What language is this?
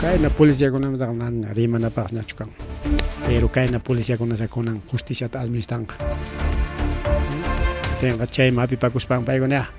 Ayacucho Quechua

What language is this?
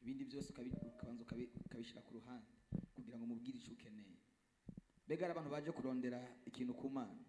Rundi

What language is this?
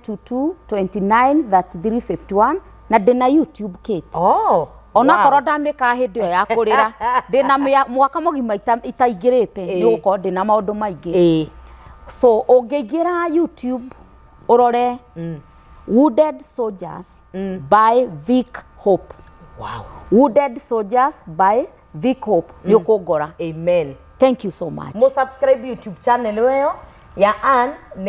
Kikuyu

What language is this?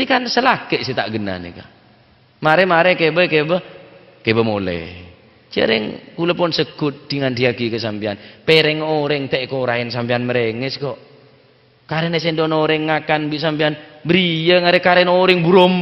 Madurese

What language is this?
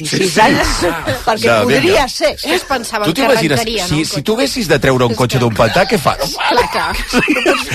Catalan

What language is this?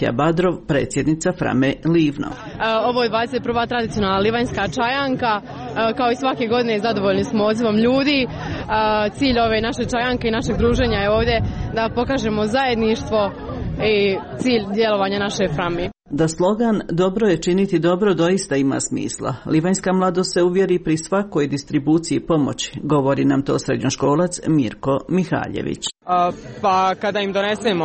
Croatian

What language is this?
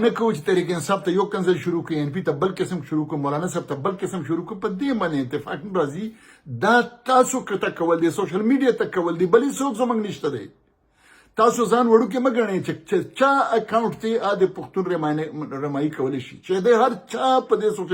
Pashto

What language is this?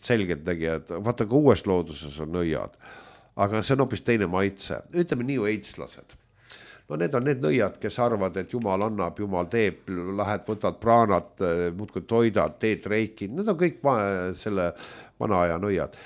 Estonian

